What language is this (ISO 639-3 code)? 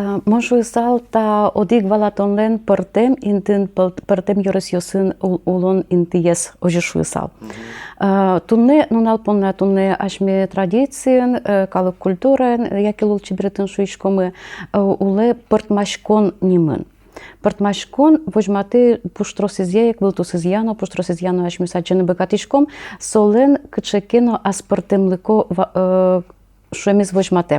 udm